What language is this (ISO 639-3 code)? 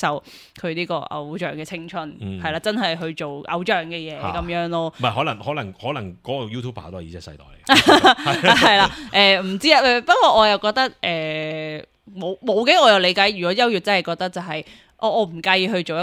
yue